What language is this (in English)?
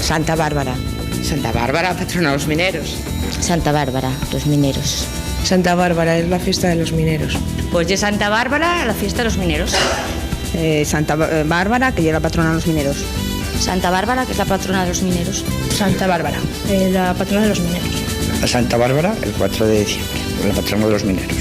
Asturian